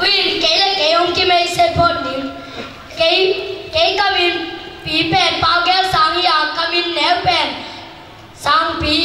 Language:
Tedim Chin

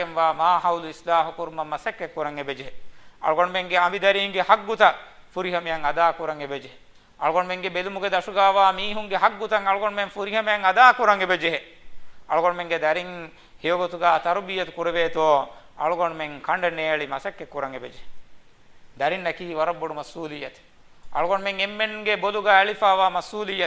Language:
Divehi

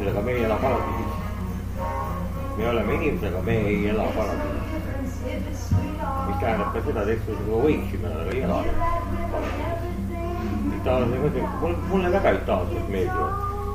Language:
Estonian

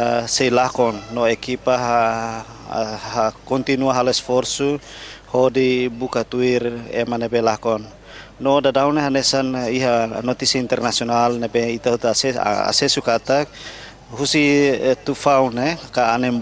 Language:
Tetum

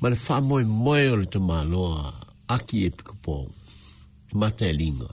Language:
Samoan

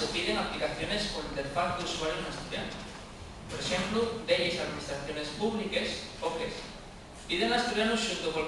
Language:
Asturian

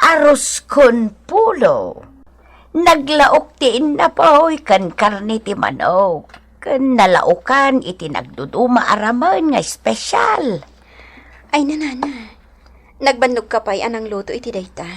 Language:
Iloko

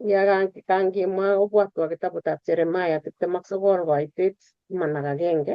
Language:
Kalenjin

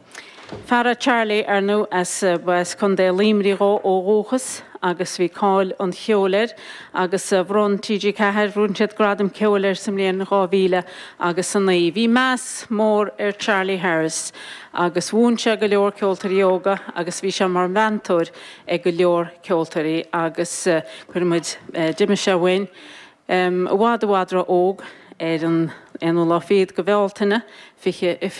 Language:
Irish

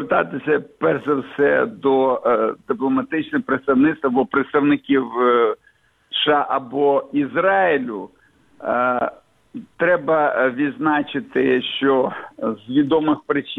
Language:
Ukrainian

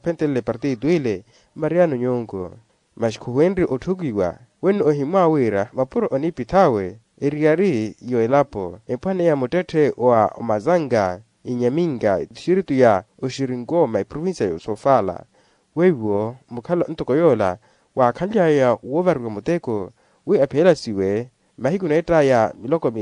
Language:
Makhuwa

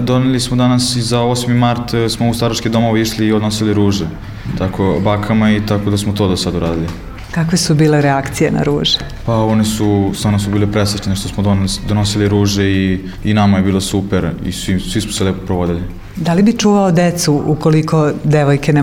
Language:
Serbian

